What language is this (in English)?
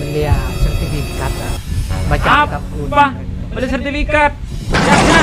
Madurese